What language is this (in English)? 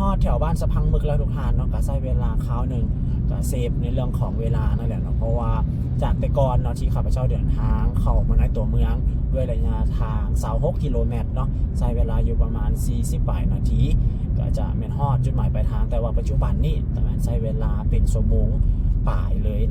Lao